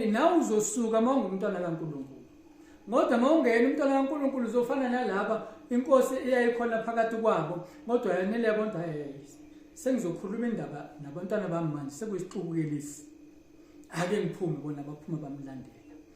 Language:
Zulu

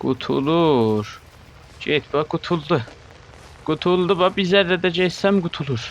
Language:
South Azerbaijani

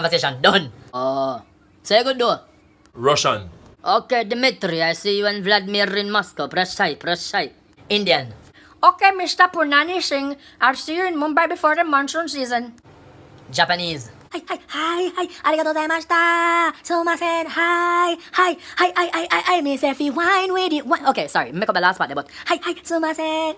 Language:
Jamaican Creole English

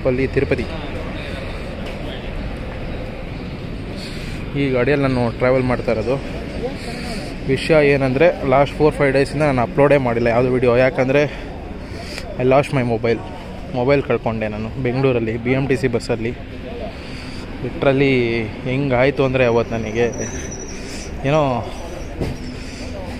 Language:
Kannada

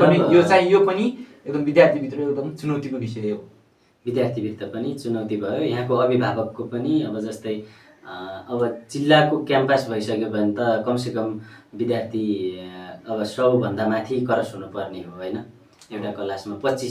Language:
Nepali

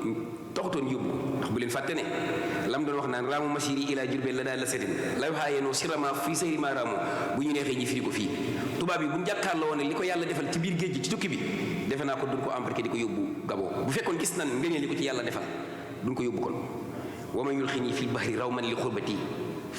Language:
Wolof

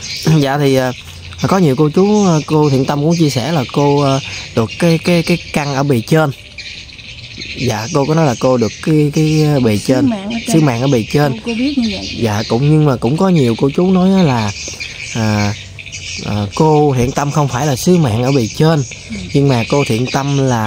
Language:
Vietnamese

